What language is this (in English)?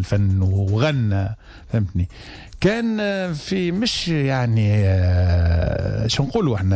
Tunisian Arabic